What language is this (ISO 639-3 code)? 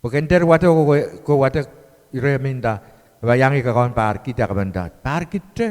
pon